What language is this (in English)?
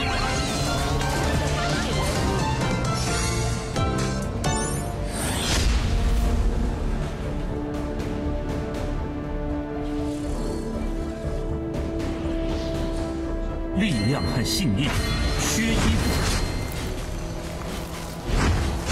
Chinese